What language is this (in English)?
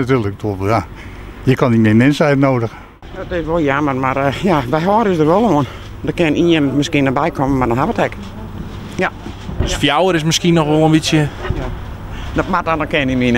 Western Frisian